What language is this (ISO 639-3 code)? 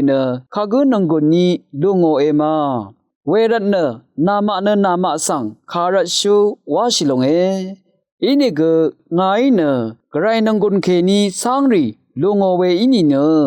raw